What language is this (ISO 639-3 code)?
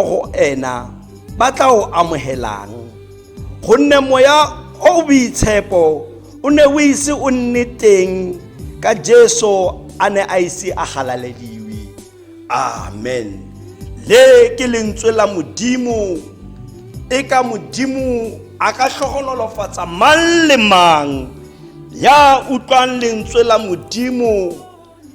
tsn